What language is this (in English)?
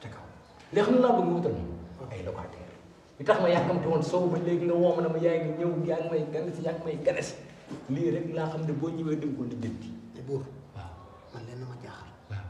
Wolof